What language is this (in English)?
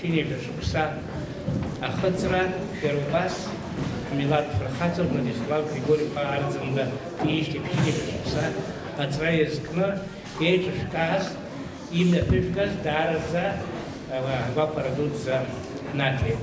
Abkhazian